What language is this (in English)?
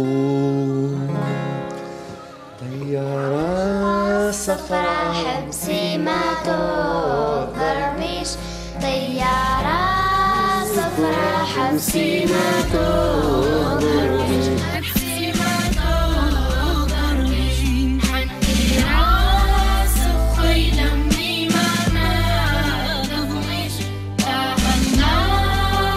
Algerian Arabic